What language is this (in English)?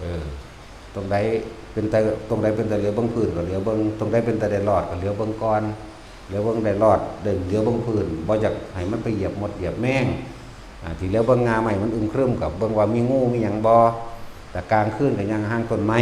Northeastern Thai